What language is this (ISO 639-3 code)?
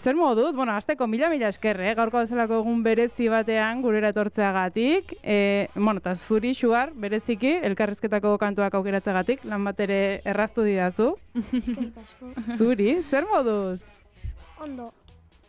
eus